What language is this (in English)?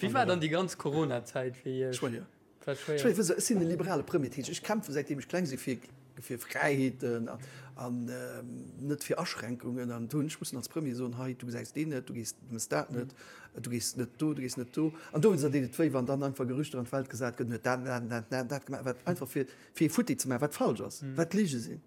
Luxembourgish